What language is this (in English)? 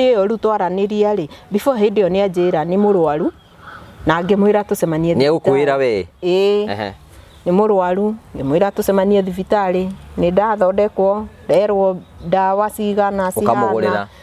Kikuyu